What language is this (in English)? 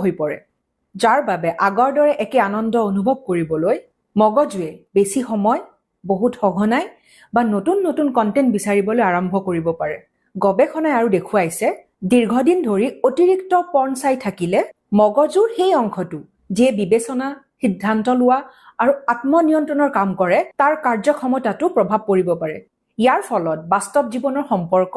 Assamese